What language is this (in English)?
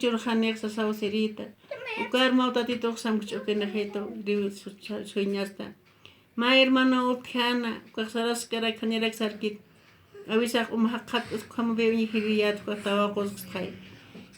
Aymara